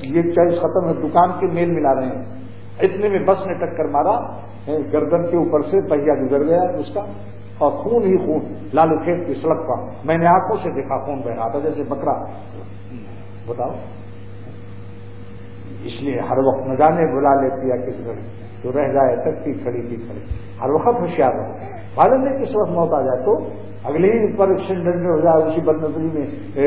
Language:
Urdu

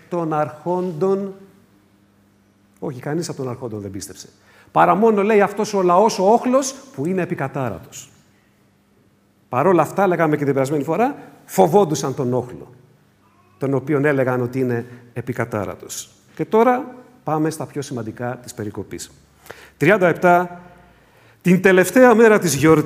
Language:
Greek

